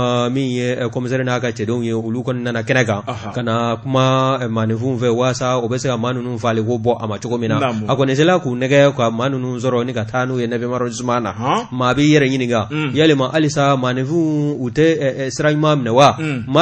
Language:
Bambara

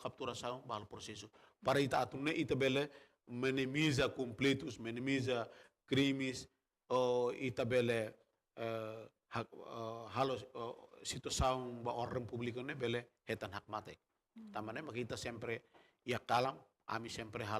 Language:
Tetum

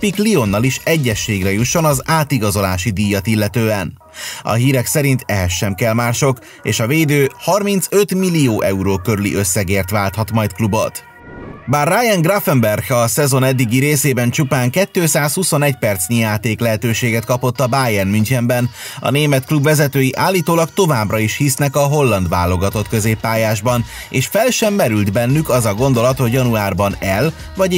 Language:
Hungarian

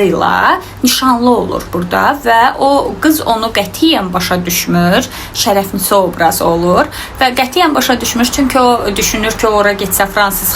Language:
Azerbaijani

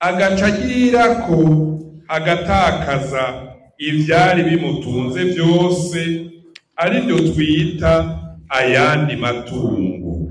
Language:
Rundi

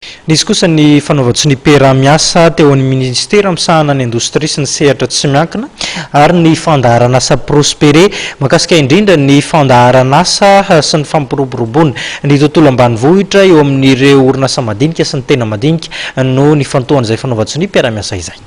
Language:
Malagasy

